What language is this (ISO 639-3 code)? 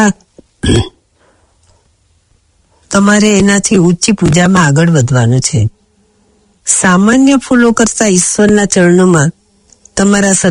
guj